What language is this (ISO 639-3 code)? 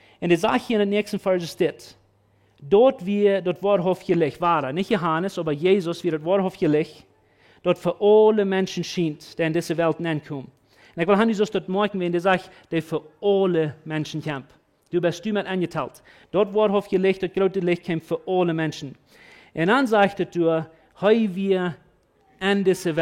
pdt